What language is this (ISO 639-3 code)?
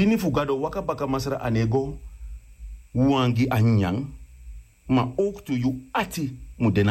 srn